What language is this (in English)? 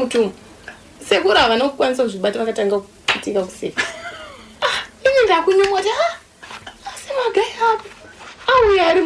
Shona